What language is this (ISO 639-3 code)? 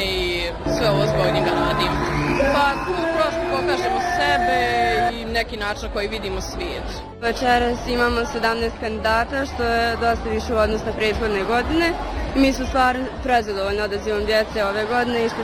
bos